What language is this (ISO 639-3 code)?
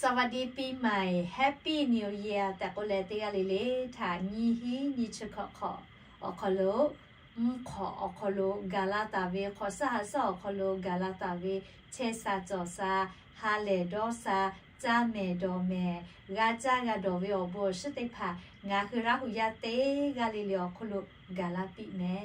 lhu